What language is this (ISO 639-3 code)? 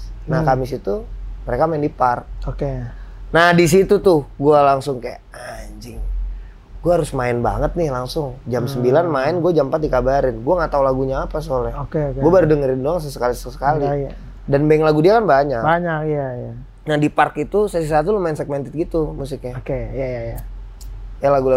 ind